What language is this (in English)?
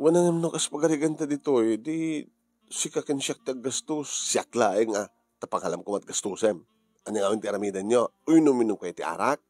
Iloko